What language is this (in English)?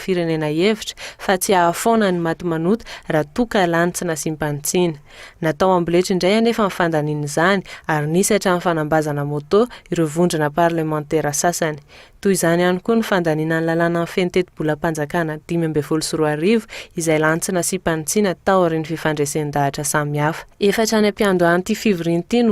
Malagasy